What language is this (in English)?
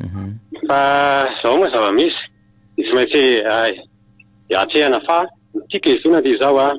Malagasy